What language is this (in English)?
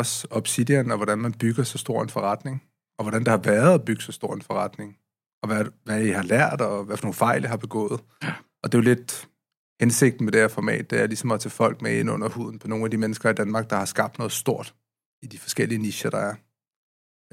Danish